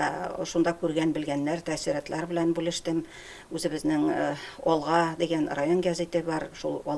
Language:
Tatar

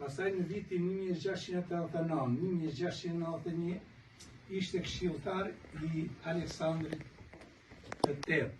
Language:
Albanian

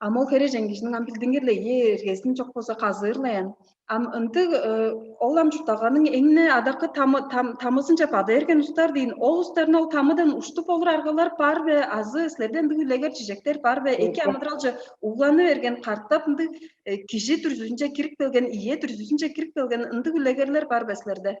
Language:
Tuvinian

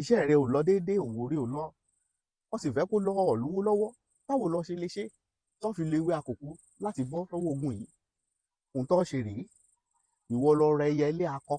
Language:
Yoruba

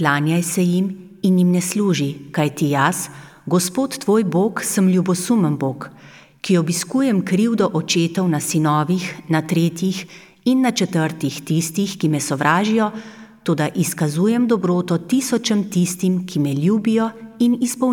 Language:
Slovenian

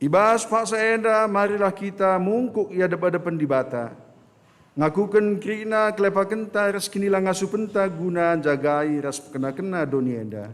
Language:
Batak Karo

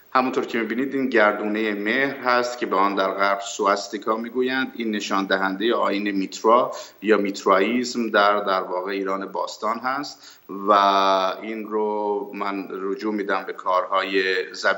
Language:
Persian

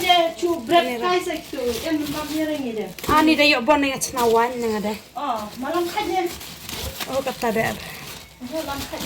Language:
Khasi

